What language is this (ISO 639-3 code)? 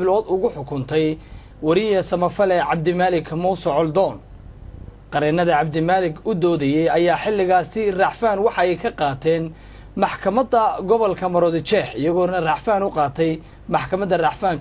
som